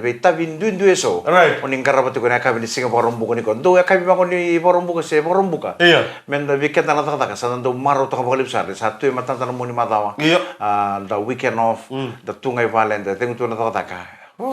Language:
Fijian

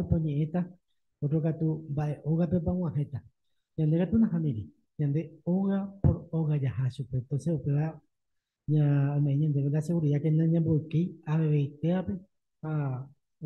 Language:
Guarani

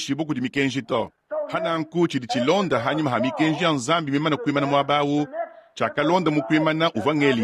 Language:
Luba-Lulua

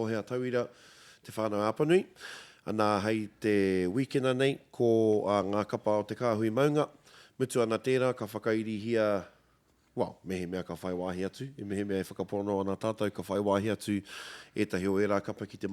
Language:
Māori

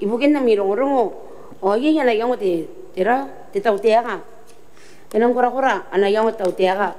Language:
Gilbertese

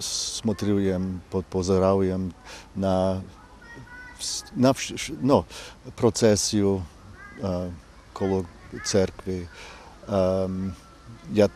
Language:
Rusyn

